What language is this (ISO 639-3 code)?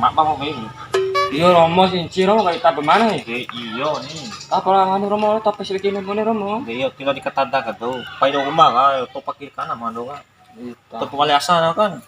bhp